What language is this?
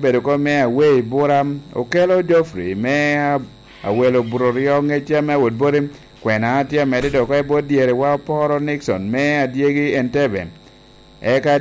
Lango (Uganda)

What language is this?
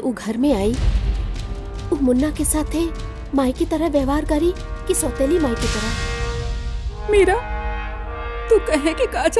Bhojpuri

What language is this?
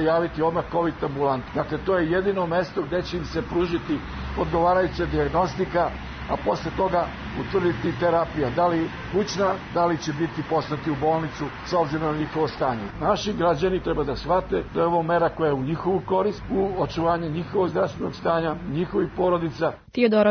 Serbian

